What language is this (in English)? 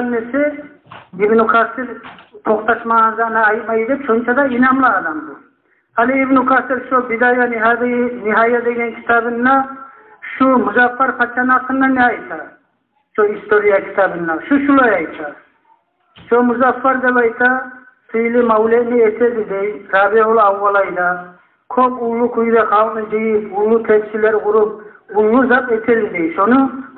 Kumyk